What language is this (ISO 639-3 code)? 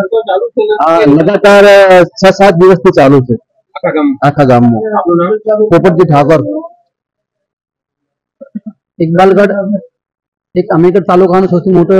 guj